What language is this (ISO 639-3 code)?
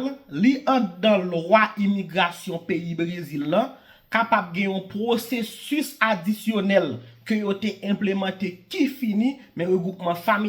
hat